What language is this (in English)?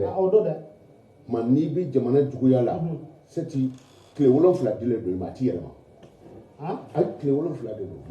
Bambara